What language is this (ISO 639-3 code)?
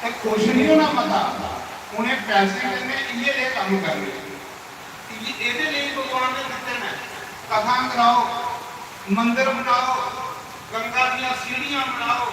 doi